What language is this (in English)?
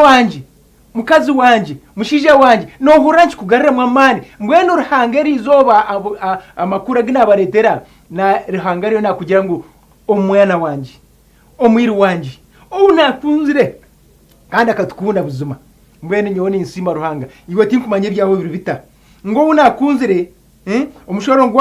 Nyankole